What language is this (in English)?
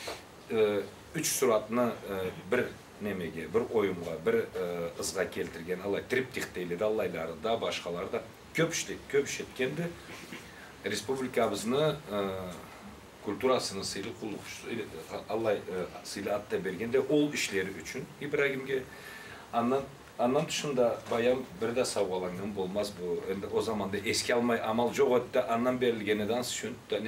Karachay-Balkar